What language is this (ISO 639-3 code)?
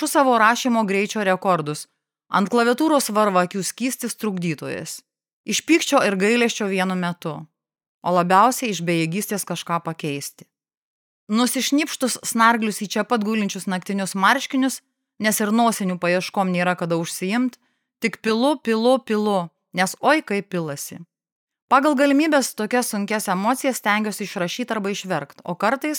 lit